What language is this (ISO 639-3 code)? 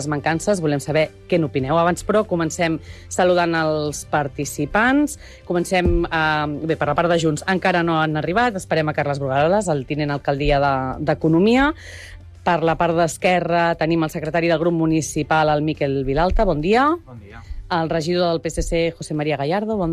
cat